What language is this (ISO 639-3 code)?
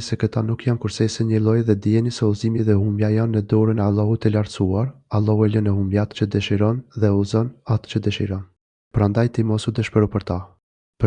sqi